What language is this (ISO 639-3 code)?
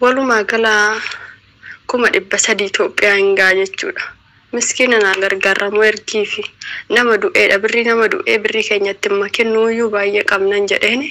orm